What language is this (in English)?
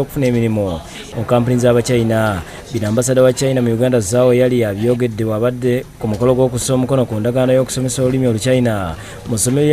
Ganda